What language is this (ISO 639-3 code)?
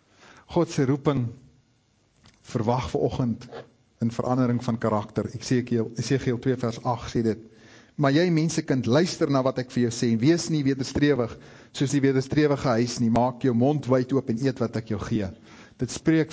afr